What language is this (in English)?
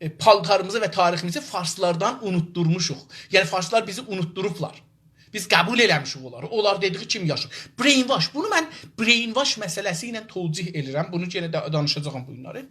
South Azerbaijani